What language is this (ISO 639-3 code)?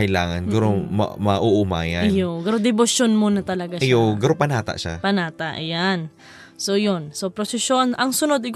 bik